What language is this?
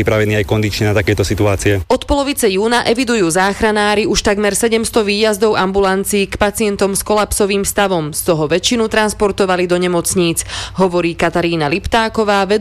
Slovak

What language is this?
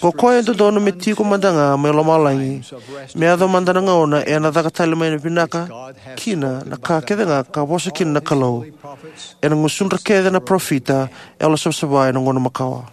Fijian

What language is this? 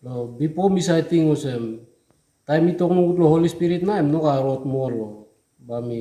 Tok Pisin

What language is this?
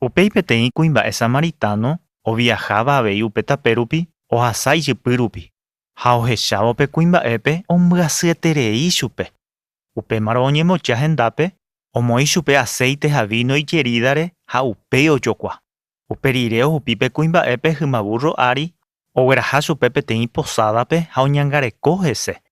Guarani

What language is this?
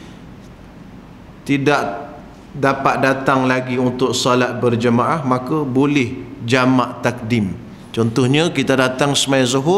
Malay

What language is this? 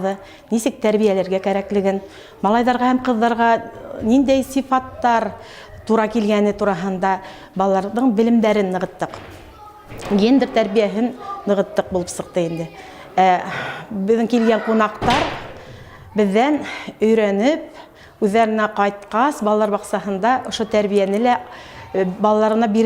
Bashkir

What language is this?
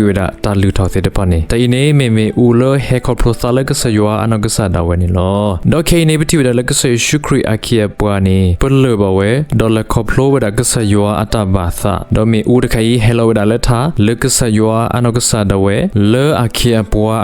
S'gaw Karen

